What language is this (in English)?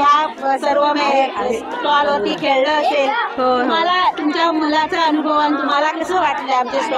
Marathi